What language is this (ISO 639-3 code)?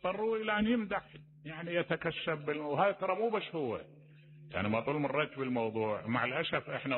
acm